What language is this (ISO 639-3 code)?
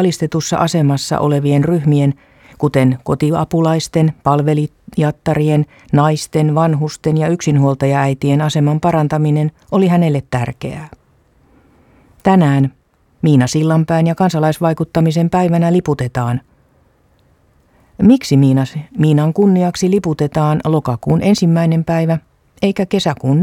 fin